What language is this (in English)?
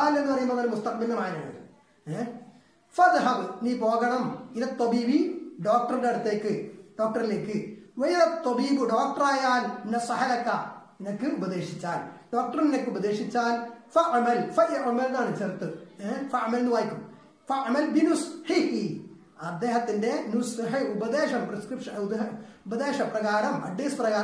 Malayalam